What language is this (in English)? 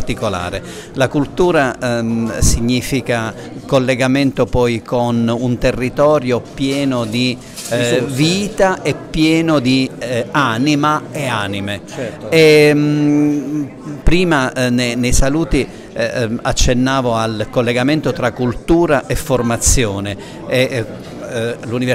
Italian